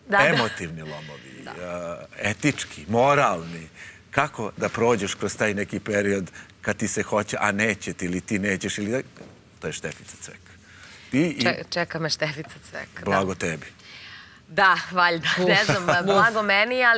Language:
Serbian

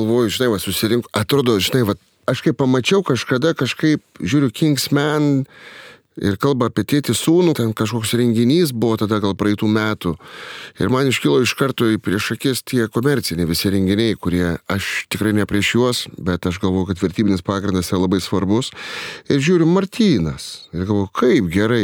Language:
Lithuanian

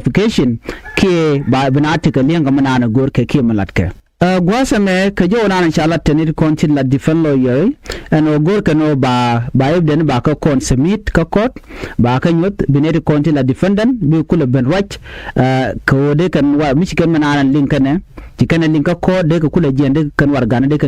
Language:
Nuer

